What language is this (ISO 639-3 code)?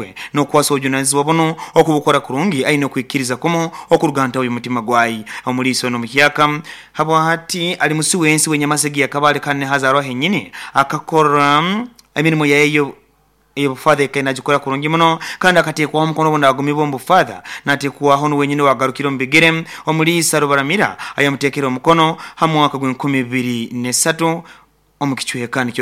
nyo